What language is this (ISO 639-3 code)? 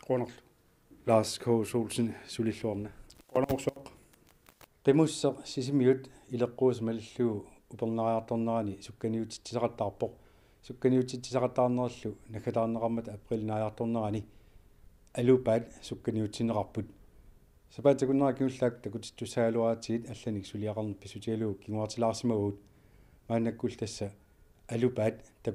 kal